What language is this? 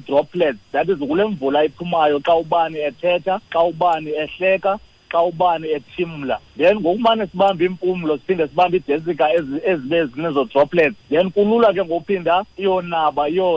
Xhosa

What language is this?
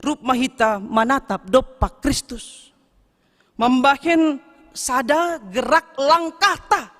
Batak Simalungun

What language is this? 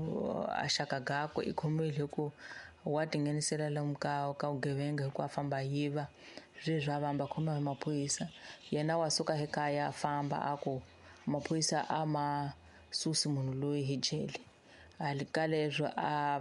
Tsonga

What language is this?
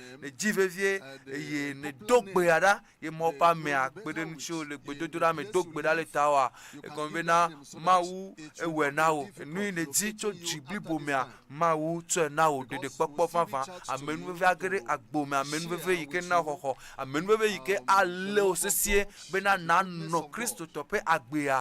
Ewe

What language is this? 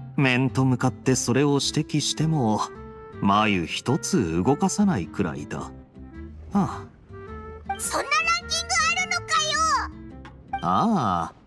Japanese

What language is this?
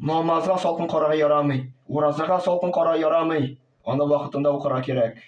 Tatar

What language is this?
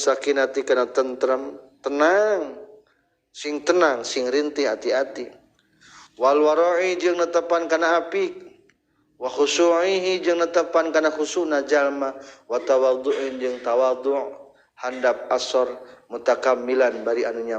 Sundanese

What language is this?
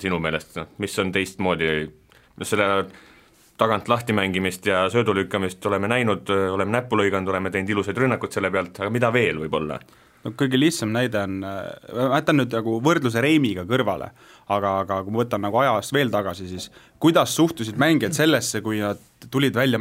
Estonian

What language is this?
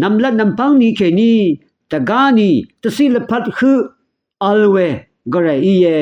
Rawang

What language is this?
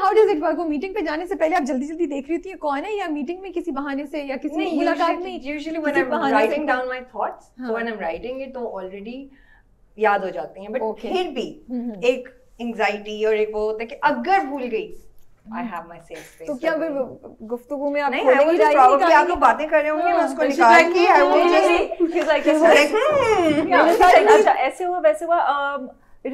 Hindi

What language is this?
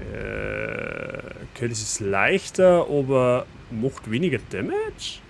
Bavarian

